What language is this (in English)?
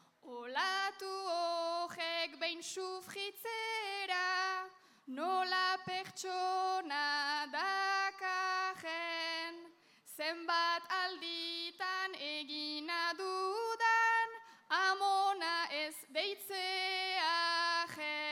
Basque